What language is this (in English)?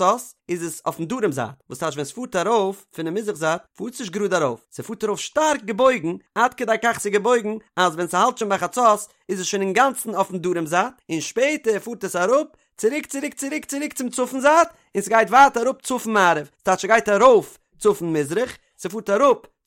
Yiddish